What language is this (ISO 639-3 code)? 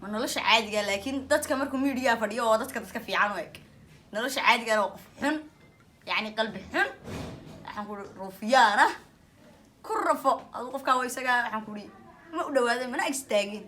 som